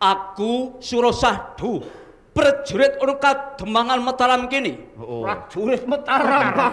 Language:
Javanese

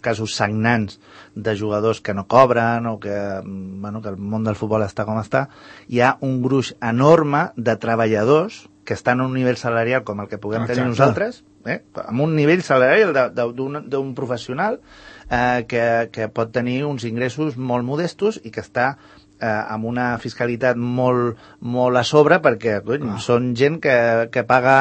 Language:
Catalan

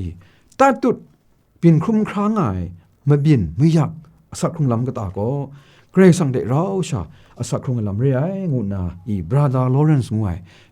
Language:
Kachin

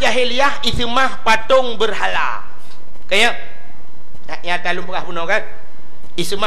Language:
Achinese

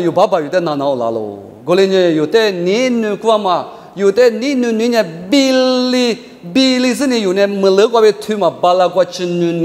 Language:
Lisu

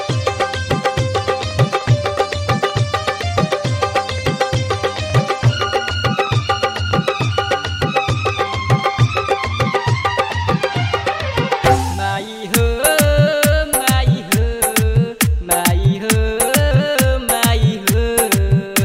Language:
Bhojpuri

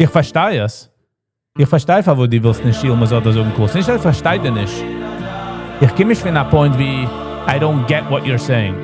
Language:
Yiddish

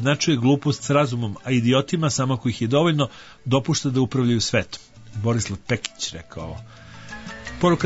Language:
Serbian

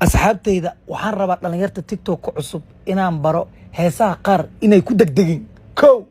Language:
Somali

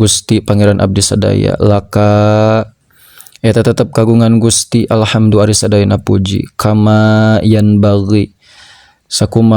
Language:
Sundanese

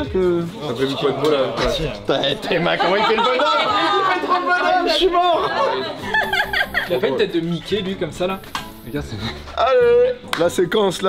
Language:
French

